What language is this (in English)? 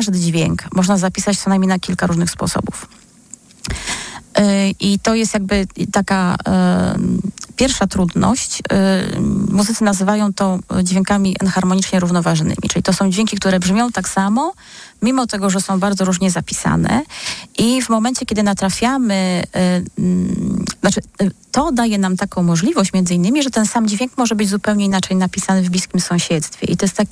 Polish